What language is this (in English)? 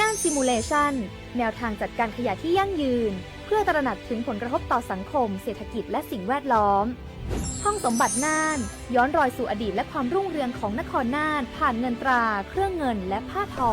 Lahu